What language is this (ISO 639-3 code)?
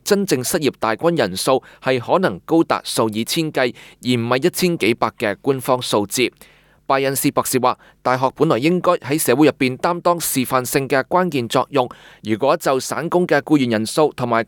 yue